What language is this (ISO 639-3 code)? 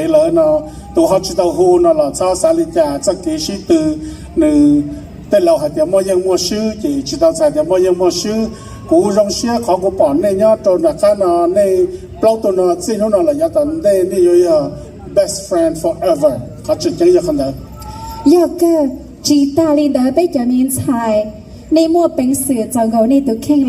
hmn